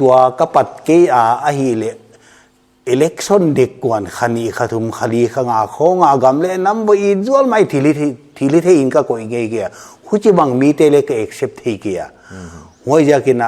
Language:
Paite Chin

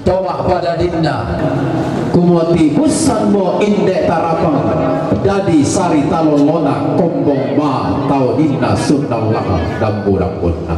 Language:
Toraja-Sa'dan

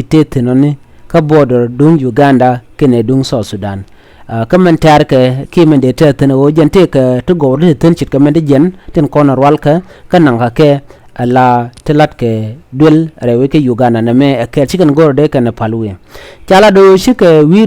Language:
Nuer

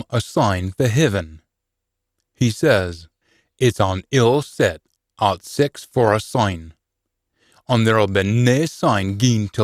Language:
Scots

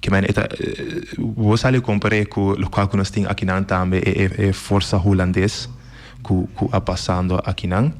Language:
Papiamento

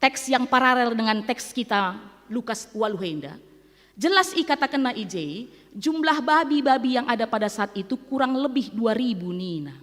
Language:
Batak Karo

